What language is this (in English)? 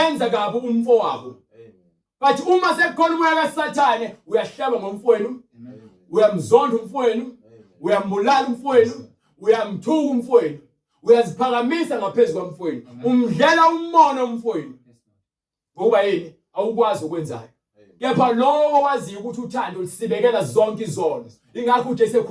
Zulu